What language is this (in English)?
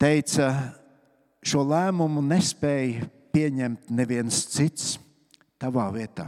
Latvian